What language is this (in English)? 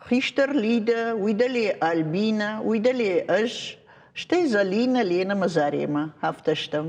Ossetic